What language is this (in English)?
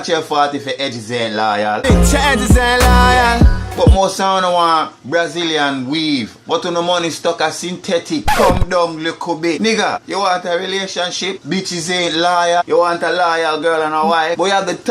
Jamaican Creole English